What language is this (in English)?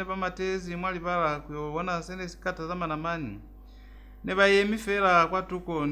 Lozi